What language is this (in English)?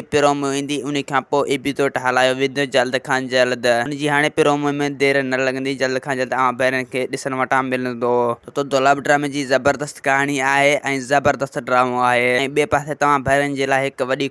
Sindhi